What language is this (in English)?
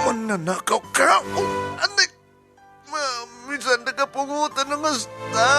Iloko